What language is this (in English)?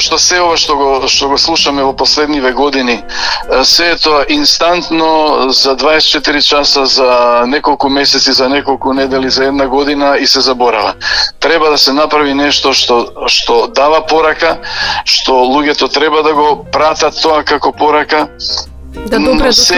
Macedonian